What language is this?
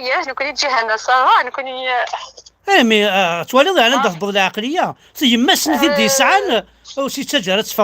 Kabyle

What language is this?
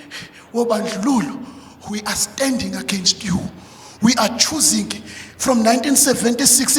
Zulu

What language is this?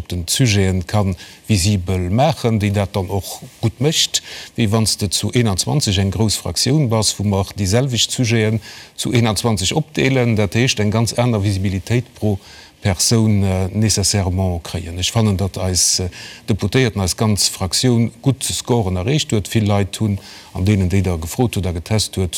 Luxembourgish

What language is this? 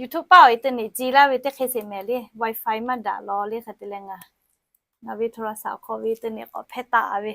Lahu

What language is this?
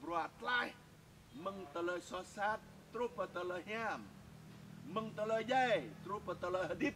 Jarai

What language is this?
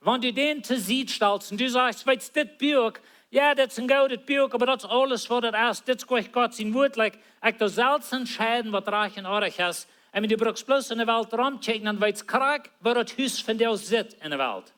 Plautdietsch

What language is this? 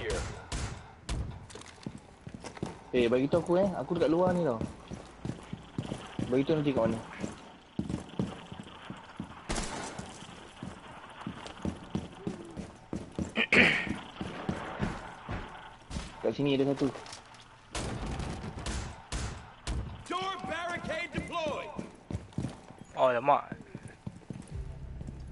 Malay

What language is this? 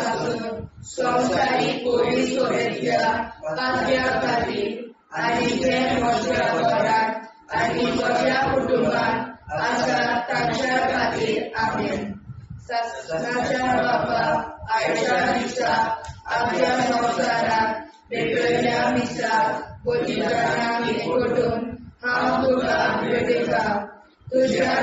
Konkani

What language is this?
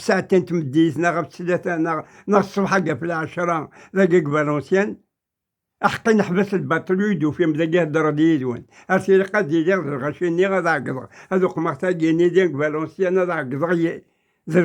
Kabyle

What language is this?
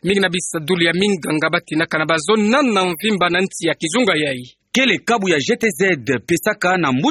Kituba (Democratic Republic of Congo)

